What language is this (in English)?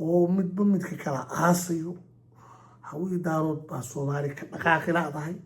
Somali